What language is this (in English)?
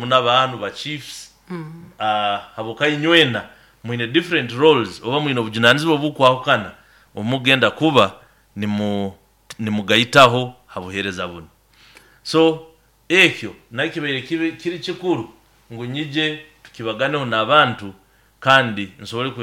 Nyoro